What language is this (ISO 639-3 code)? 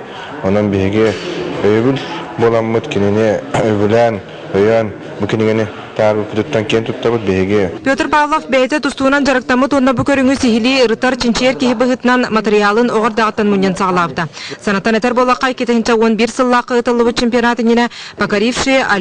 sah